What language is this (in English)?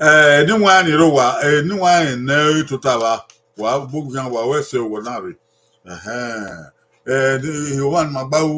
Bini